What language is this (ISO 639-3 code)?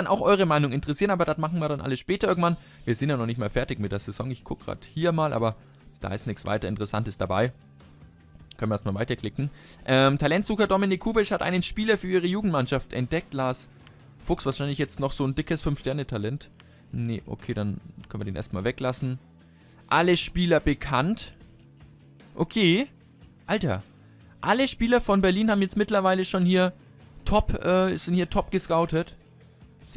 deu